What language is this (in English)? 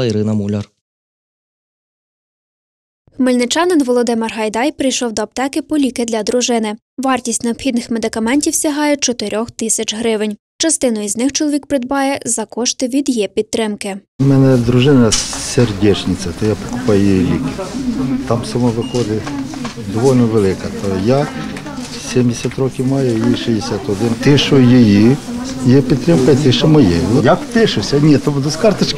Ukrainian